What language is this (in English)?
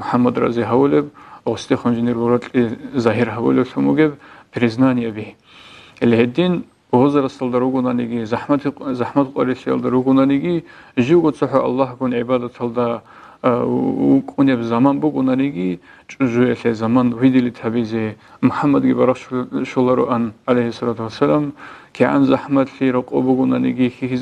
Avaric